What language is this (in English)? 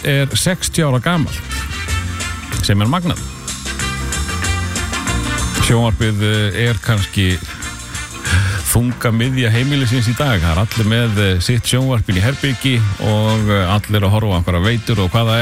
Icelandic